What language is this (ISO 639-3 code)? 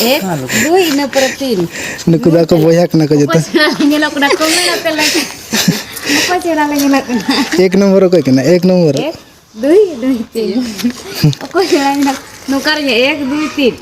sat